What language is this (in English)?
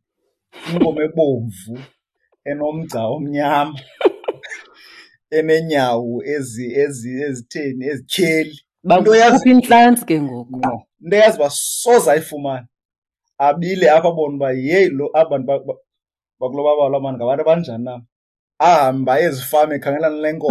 Xhosa